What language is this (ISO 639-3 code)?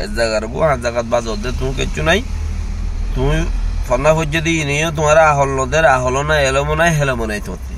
rhg